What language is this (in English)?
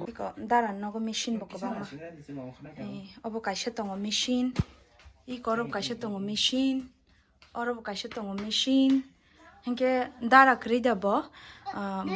Kok Borok